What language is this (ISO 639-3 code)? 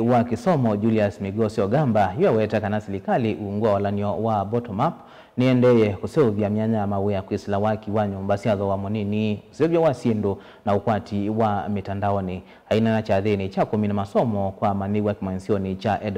kam